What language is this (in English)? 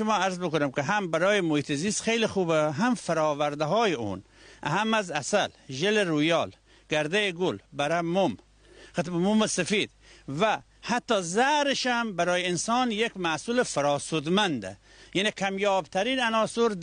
Gilaki